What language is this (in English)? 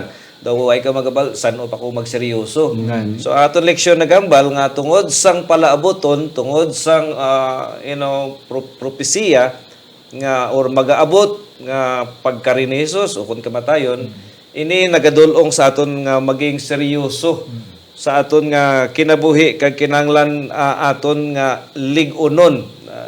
Hiligaynon